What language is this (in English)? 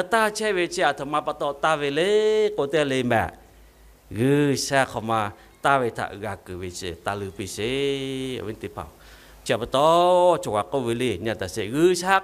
Lahu